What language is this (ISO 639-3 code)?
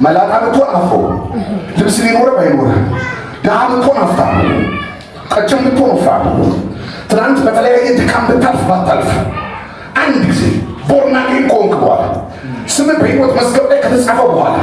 amh